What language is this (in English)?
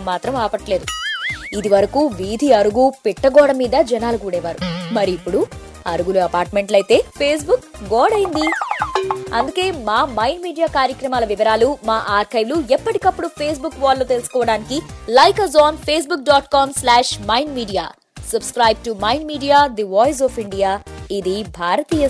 Telugu